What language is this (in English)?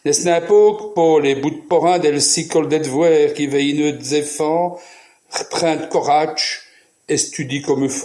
Walloon